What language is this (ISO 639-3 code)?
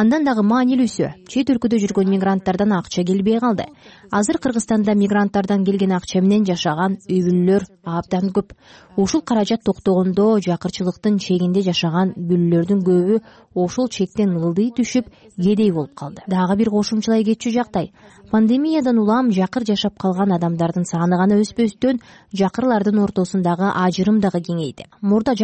kir